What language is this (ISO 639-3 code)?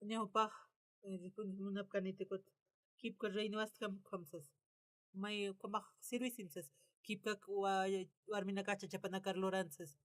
aym